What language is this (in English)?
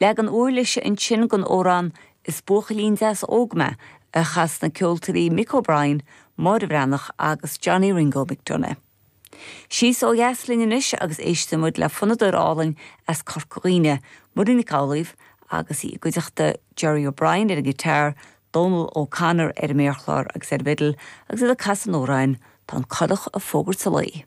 Irish